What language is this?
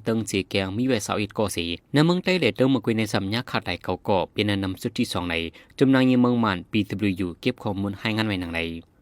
Shan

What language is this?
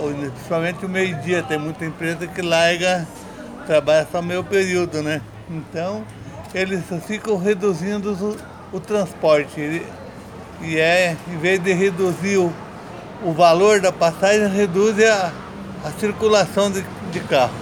Portuguese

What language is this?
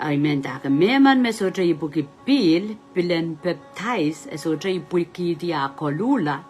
Pohnpeian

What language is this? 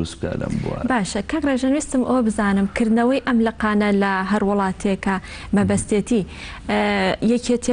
Central Kurdish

